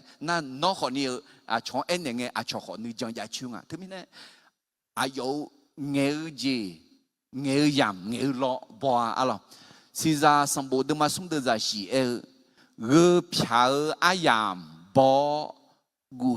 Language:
Akha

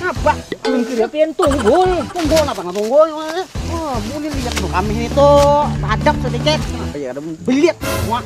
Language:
Banjar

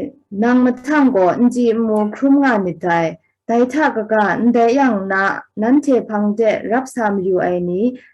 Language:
Kachin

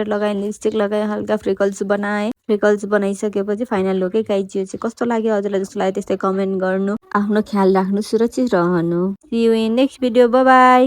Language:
Nepali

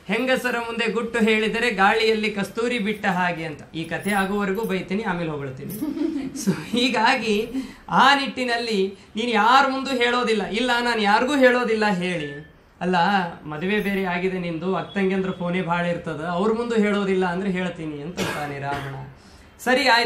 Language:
Kannada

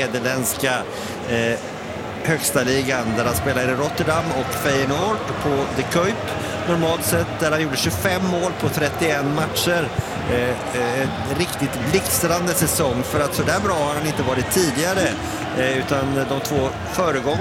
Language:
Swedish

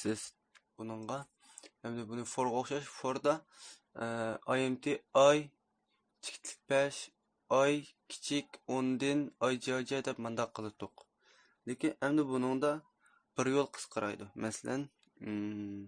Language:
Uyghur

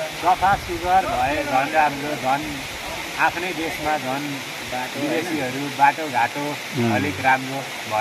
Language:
Nepali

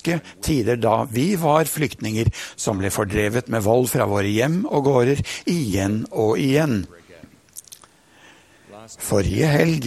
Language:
Norwegian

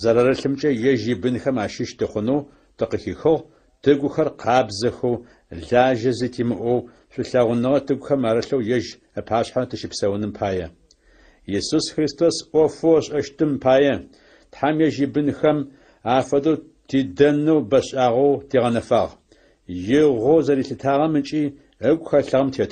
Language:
Adyghe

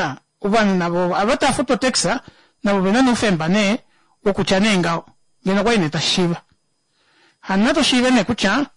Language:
Kuanyama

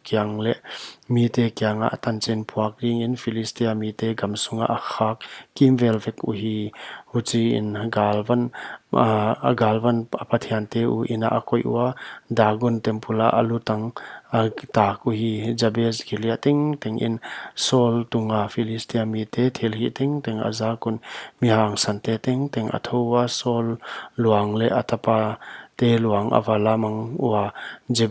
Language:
Paite Chin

